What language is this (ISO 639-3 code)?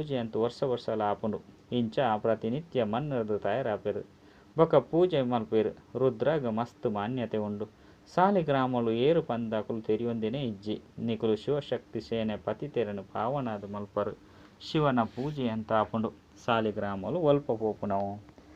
tcy